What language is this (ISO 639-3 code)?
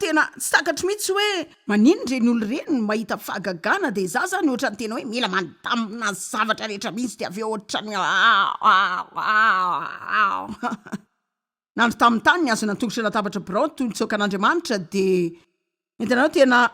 mlg